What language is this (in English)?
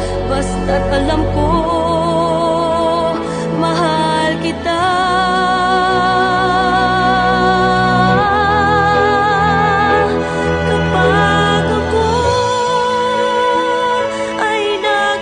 Filipino